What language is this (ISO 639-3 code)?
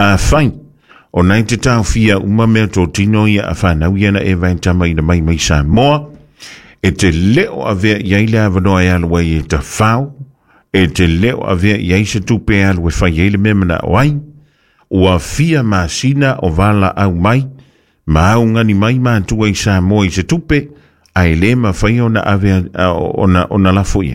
smo